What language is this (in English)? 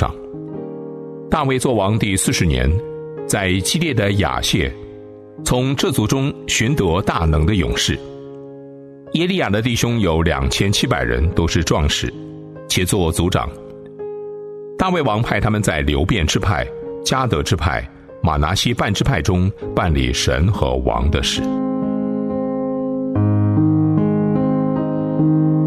Chinese